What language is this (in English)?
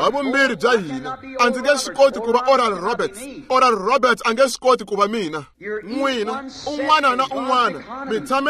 Tsonga